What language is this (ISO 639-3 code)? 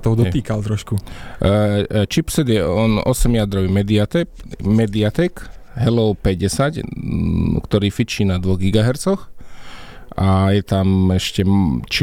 slk